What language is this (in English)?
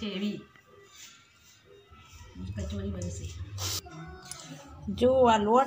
Gujarati